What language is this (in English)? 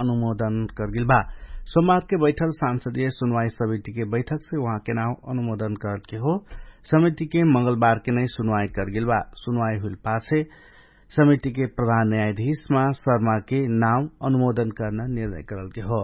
Dangaura Tharu